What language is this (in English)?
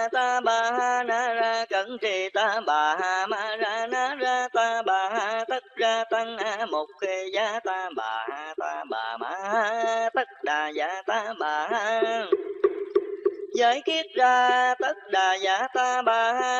Vietnamese